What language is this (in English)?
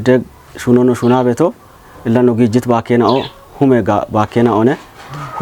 Kafa